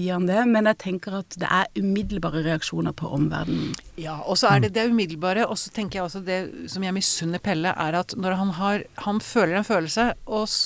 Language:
Norwegian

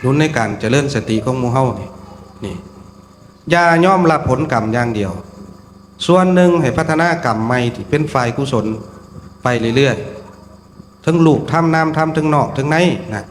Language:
Northeastern Thai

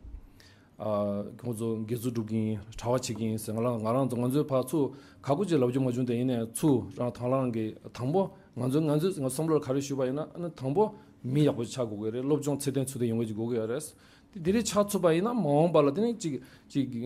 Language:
Tibetan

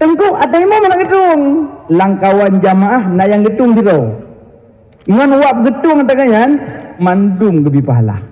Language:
Achinese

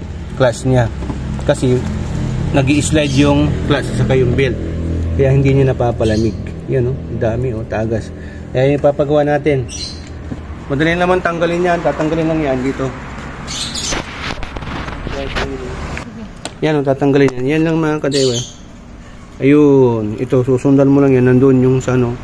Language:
Filipino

